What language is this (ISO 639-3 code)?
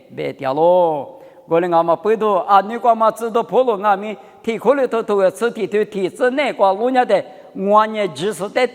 lis